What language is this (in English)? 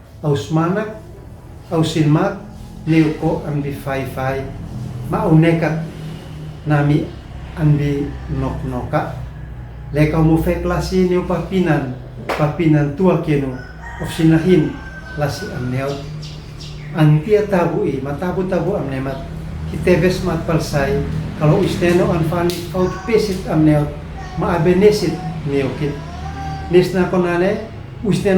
Uab Meto